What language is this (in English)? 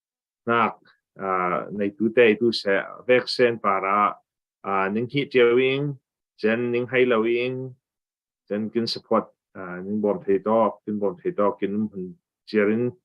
Falam Chin